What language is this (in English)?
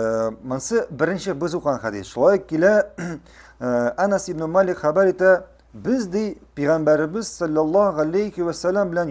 Tatar